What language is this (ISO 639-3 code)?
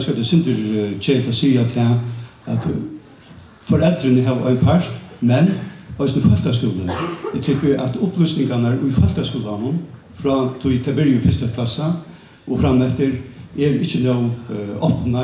fao